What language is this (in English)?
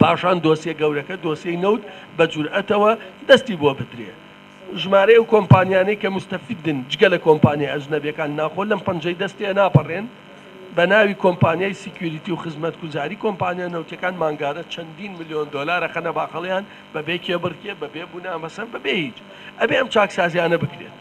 Central Kurdish